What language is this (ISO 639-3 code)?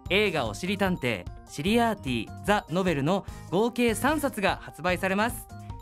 jpn